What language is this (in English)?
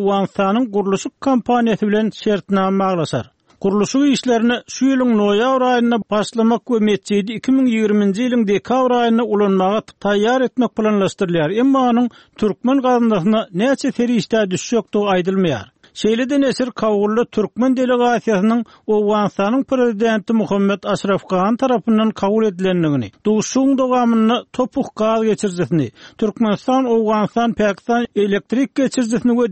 Turkmen